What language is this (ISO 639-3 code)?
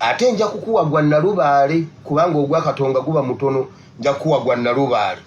lug